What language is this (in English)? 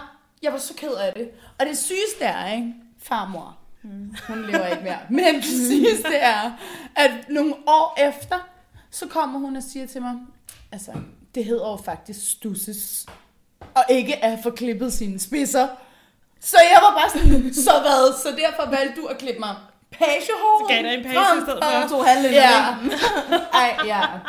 Danish